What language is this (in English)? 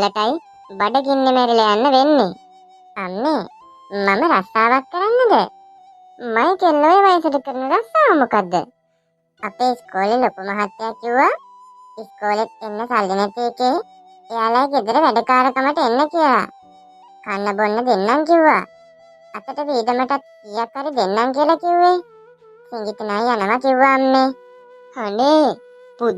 Sinhala